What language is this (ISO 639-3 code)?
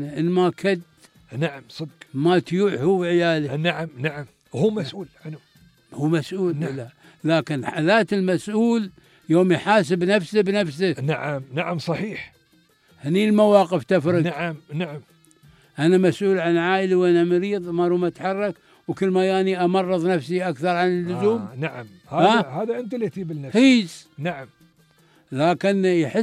afb